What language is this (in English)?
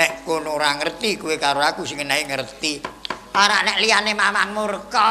Javanese